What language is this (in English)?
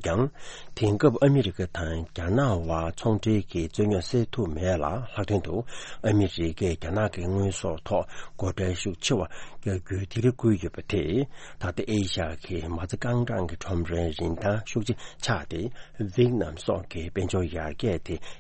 Tibetan